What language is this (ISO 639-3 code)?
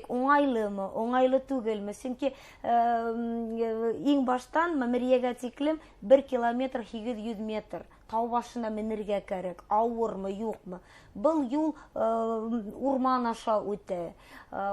bak